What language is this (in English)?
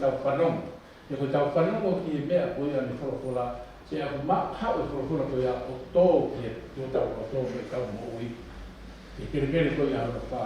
Tongan